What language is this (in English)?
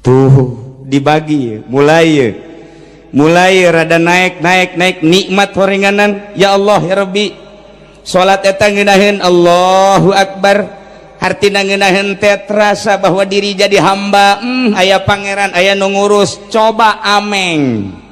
Sundanese